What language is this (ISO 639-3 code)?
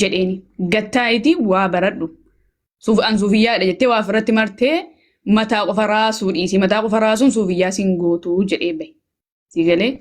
orm